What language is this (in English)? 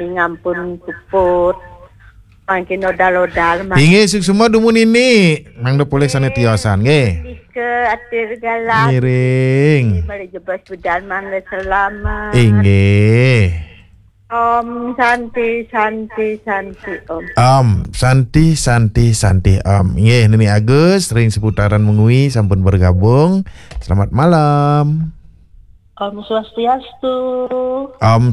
Balinese